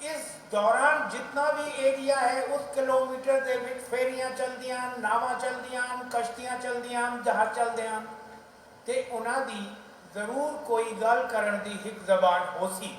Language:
Saraiki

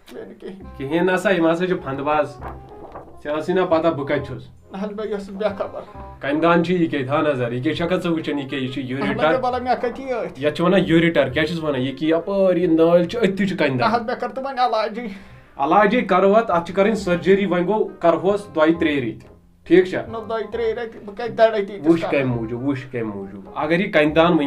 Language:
Kashmiri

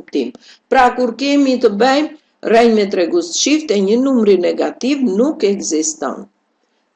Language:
Albanian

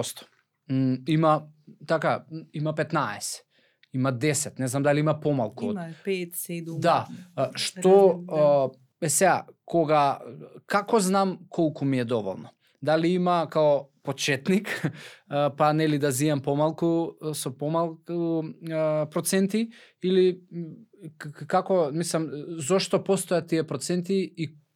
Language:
Macedonian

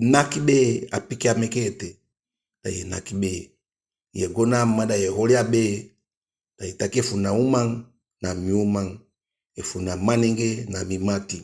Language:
Eastern Maroon Creole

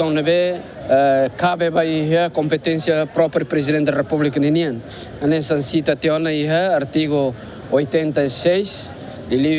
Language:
Tetum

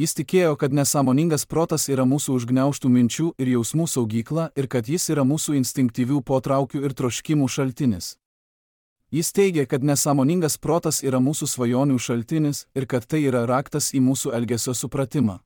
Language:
Lithuanian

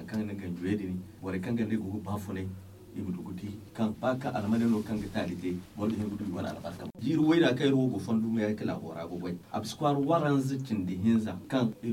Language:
Zarma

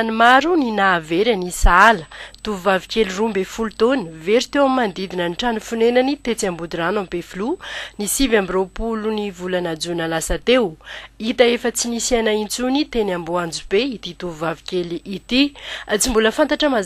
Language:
Malagasy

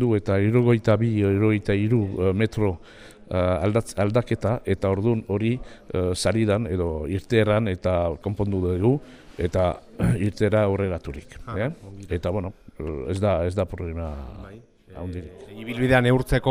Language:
Basque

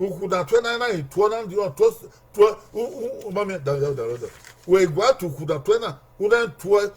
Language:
Bini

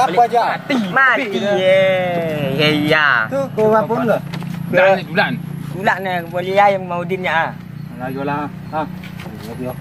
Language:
Minangkabau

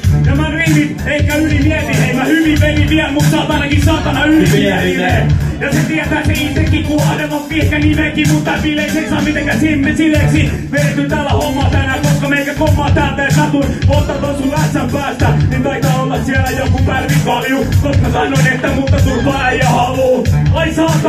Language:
Finnish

